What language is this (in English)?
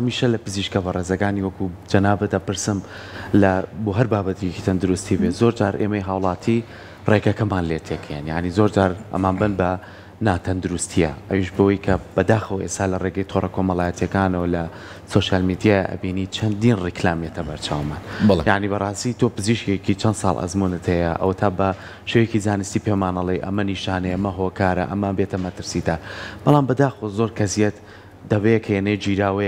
Central Kurdish